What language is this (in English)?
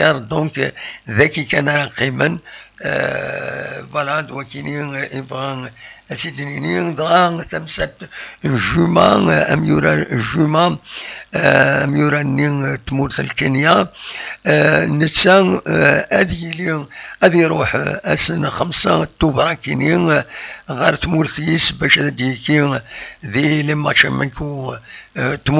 Kabyle